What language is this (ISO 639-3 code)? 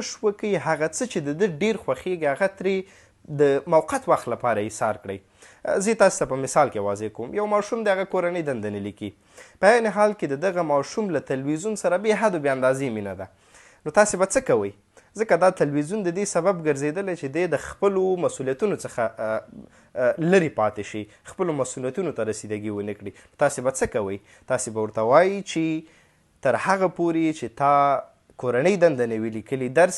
pus